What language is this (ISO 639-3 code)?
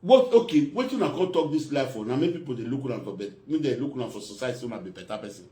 pcm